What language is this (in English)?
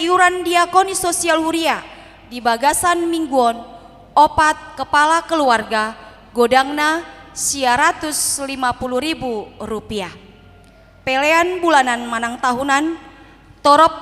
Batak Toba